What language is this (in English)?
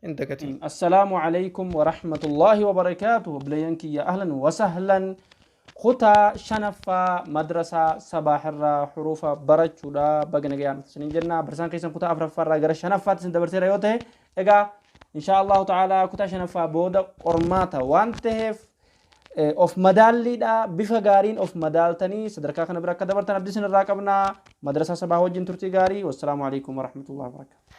Oromo